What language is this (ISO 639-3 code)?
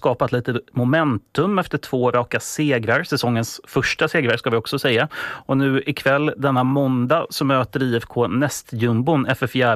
swe